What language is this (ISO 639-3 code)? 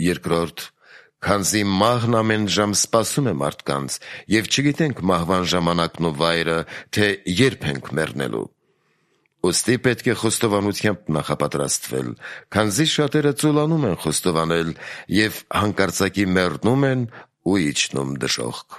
hye